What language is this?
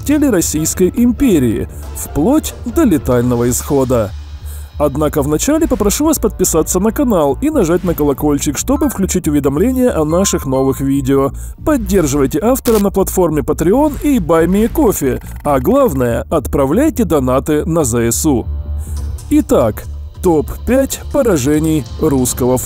Russian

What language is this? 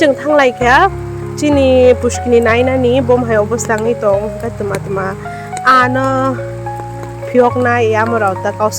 Kok Borok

